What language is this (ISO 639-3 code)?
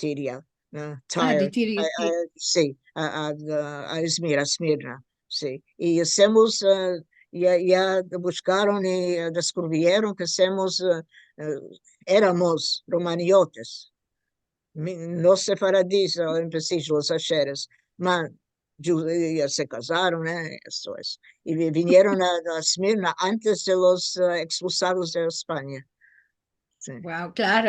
lad